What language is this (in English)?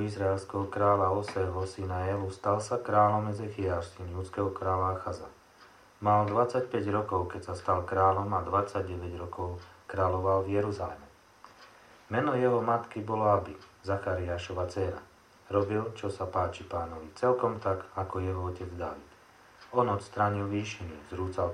Slovak